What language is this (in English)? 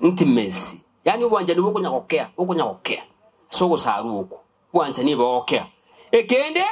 Gusii